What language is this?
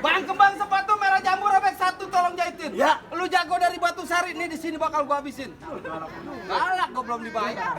Betawi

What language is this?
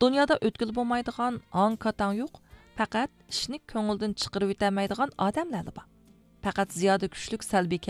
Uyghur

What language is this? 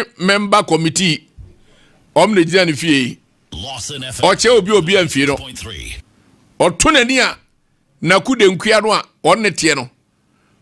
Akan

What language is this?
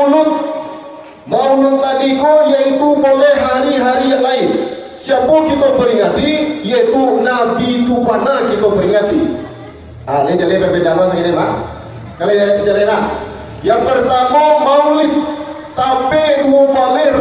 Minangkabau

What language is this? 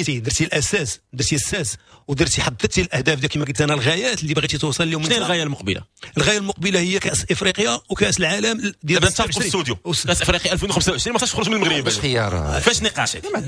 Moroccan Arabic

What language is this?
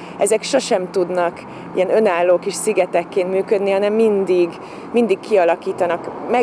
Hungarian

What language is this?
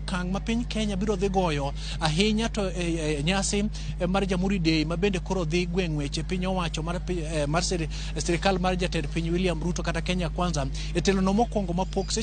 Luo (Kenya and Tanzania)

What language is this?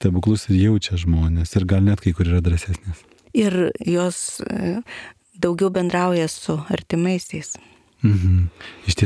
Lithuanian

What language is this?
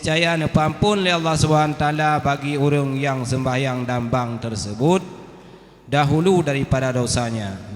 Achinese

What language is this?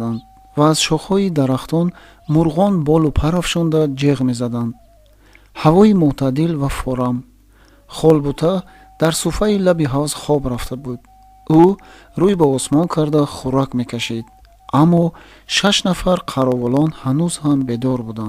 Tajik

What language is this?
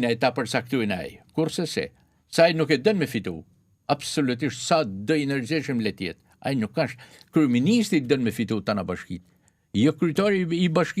Albanian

